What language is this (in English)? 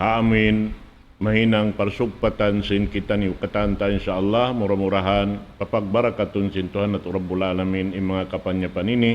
Tausug